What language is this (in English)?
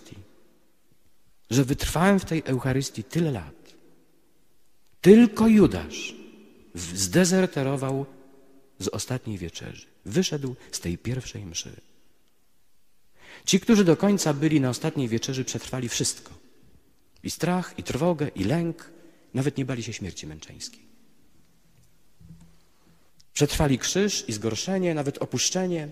Polish